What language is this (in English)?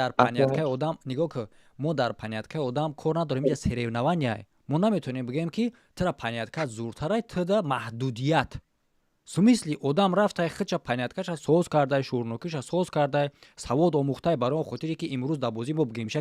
Tajik